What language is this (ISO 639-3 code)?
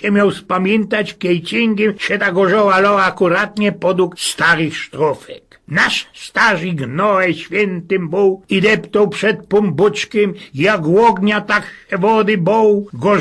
szl